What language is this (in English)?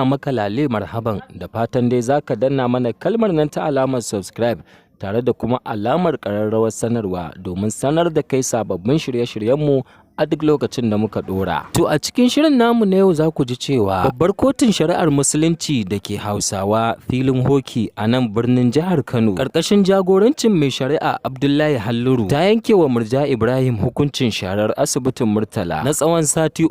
Hausa